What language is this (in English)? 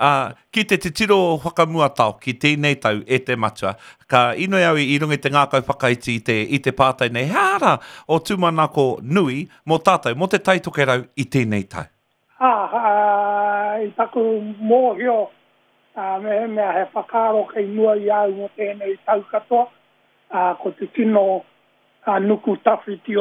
Māori